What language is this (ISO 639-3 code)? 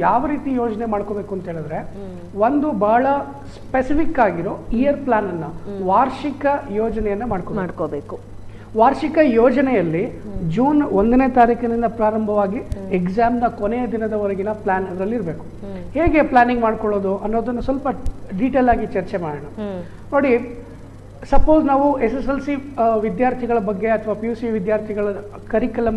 kan